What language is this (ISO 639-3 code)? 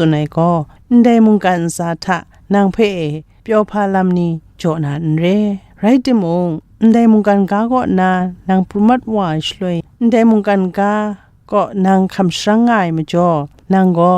kac